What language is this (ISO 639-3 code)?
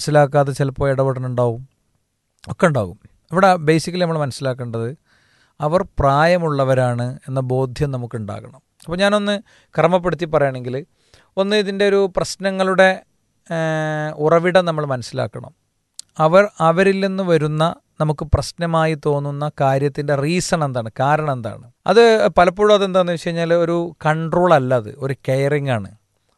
mal